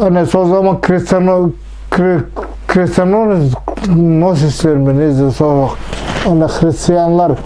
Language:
Nogai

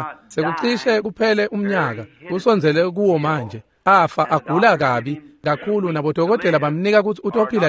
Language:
Swati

